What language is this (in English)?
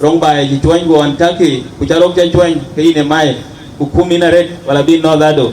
Dinka